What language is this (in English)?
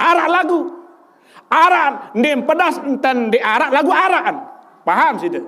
Sasak